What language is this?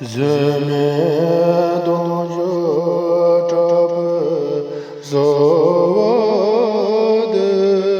Tibetan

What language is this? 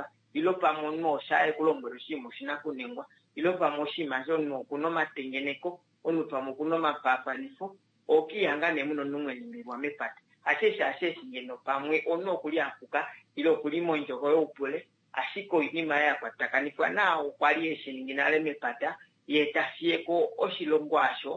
Kuanyama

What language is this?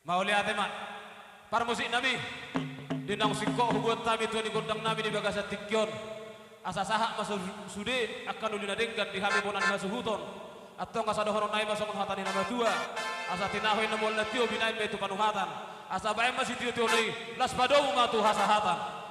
Batak Toba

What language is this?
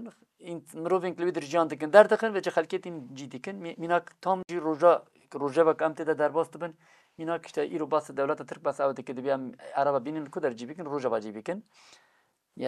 Kurdish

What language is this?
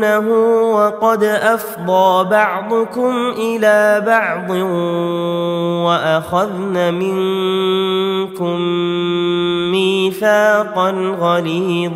Arabic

